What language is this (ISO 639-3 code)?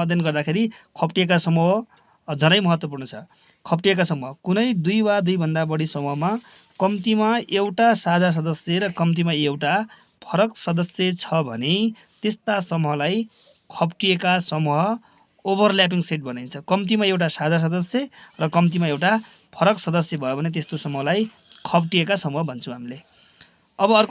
nep